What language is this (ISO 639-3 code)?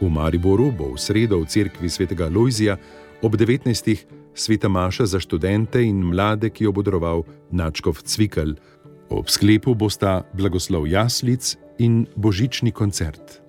slv